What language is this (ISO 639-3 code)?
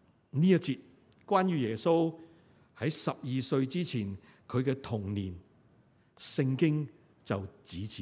yue